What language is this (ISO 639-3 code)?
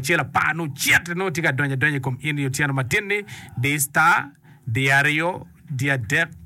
ach